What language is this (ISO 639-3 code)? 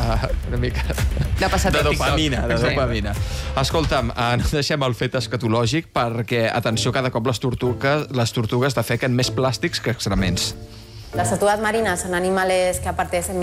cat